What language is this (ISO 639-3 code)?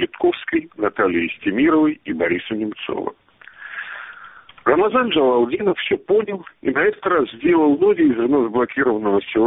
rus